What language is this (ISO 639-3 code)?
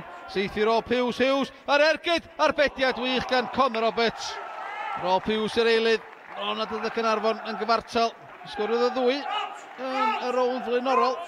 cym